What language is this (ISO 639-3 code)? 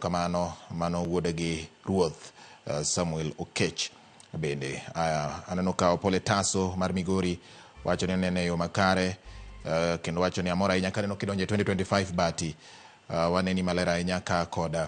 luo